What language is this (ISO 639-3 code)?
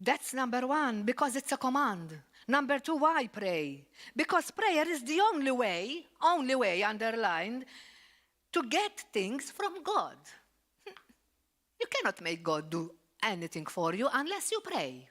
eng